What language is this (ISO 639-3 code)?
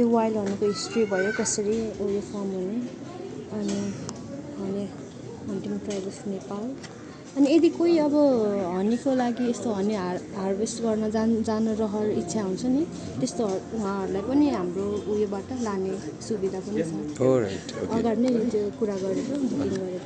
nep